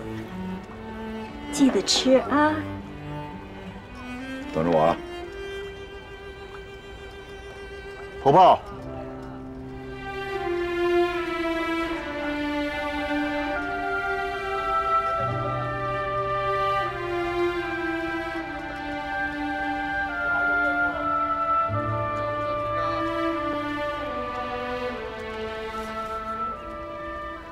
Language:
Chinese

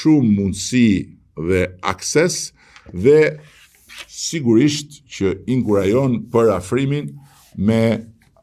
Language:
Albanian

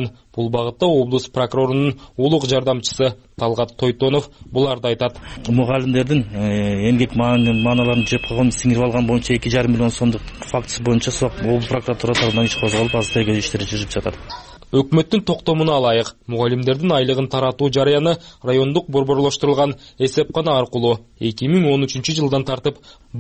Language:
Kyrgyz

